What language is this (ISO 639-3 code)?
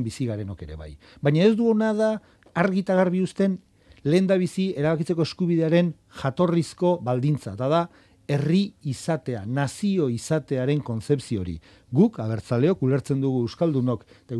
eus